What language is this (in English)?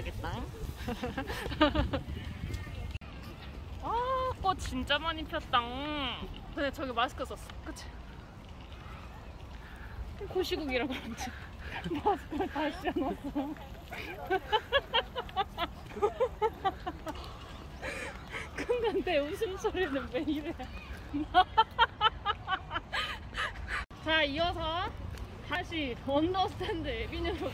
Korean